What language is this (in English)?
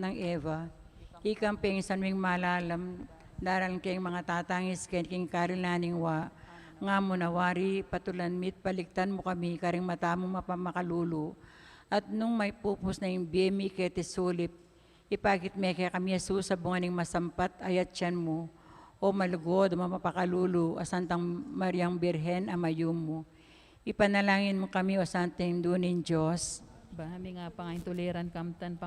Pampanga